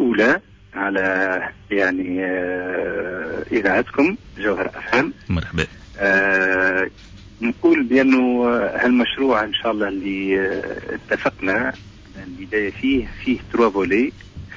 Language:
Tunisian Arabic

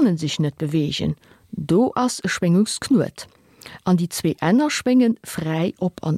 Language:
Luxembourgish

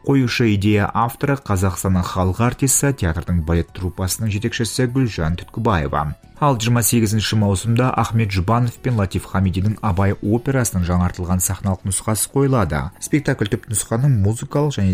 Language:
Kazakh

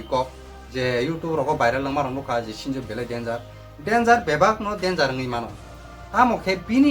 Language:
Kok Borok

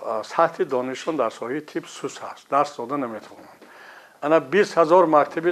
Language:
Tajik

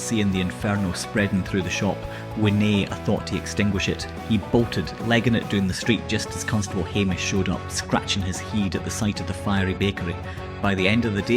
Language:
Scots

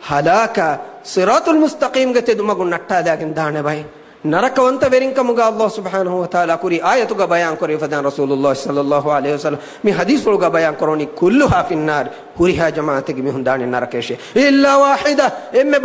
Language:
Divehi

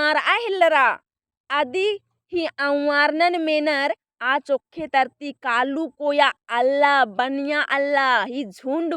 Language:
Kurukh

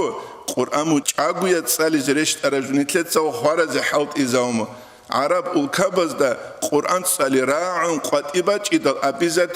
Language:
Avaric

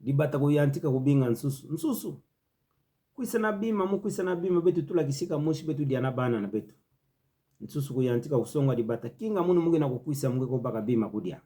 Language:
Kituba (Democratic Republic of Congo)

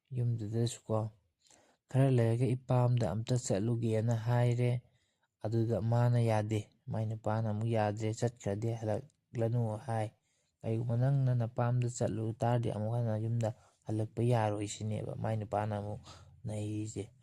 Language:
Manipuri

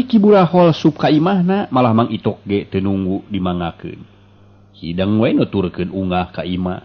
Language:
Sundanese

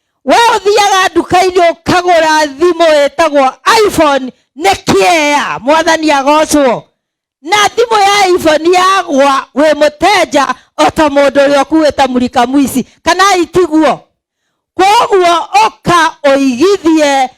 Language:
Kikuyu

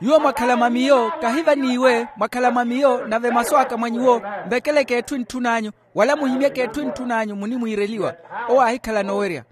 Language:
Makhuwa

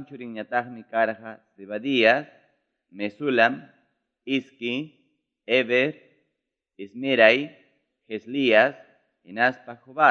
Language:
Ayacucho Quechua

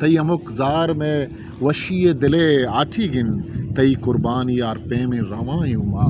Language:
Eastern Balochi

